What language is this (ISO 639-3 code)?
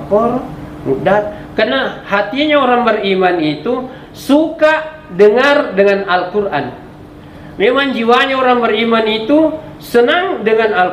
bug